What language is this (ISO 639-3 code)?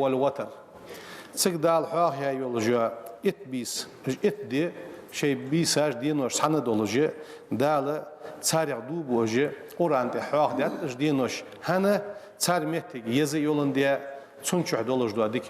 inh